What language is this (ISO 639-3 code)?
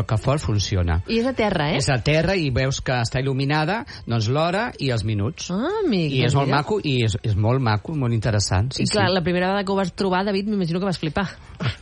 cat